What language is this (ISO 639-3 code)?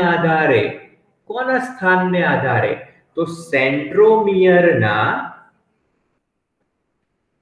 guj